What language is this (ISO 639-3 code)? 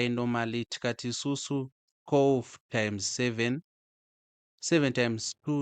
sna